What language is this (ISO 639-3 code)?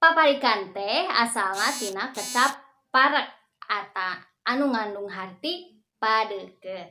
sun